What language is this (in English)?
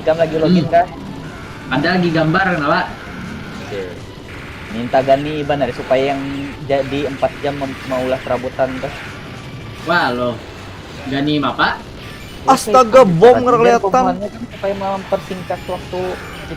Banjar